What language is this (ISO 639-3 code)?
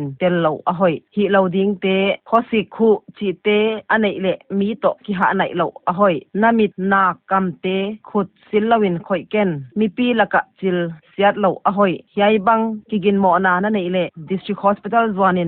pck